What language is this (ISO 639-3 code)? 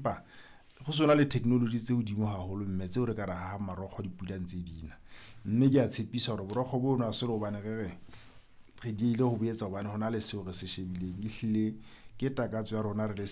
sot